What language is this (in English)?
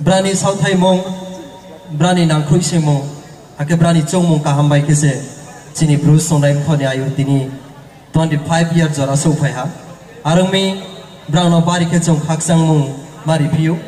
Riang (India)